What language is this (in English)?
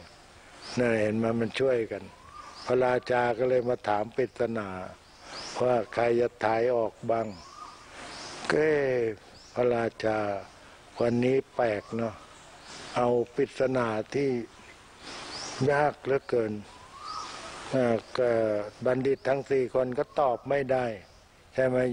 Thai